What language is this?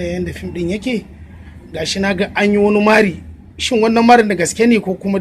Hausa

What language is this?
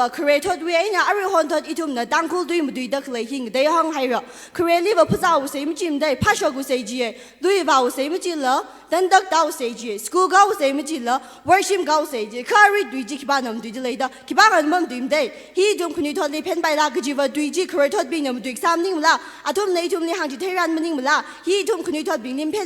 Tangkhul Naga (India)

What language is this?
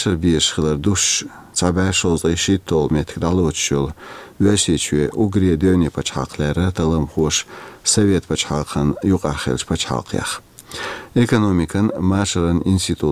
Chechen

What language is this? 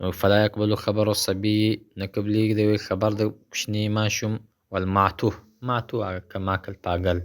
Pashto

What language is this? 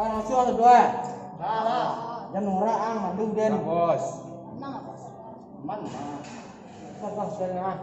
Minangkabau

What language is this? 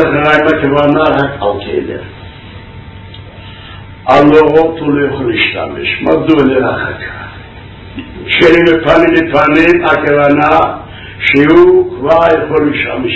Hebrew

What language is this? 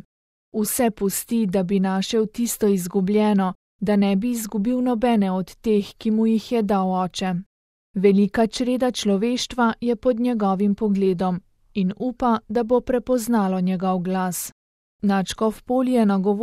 Slovenian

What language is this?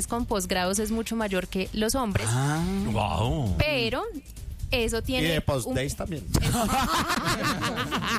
Spanish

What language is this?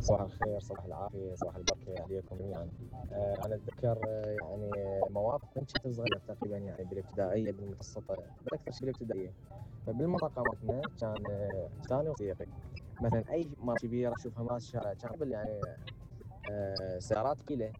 Mesopotamian Arabic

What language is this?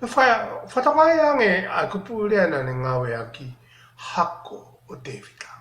Tongan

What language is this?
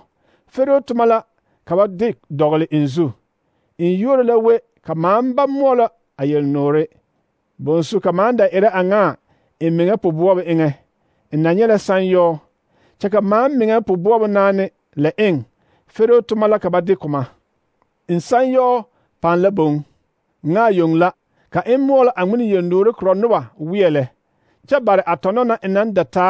Southern Dagaare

